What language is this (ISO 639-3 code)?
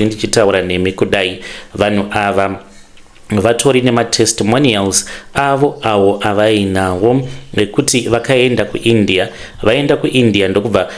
sna